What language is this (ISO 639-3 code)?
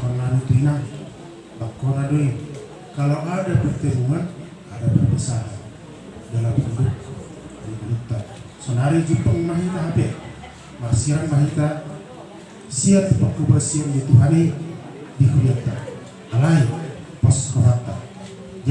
bbc